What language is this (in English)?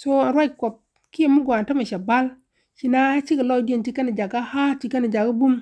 Nuer